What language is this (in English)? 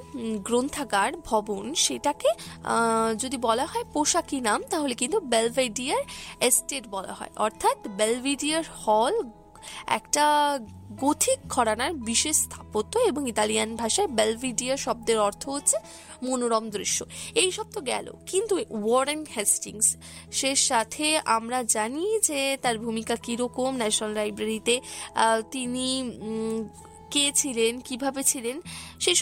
Bangla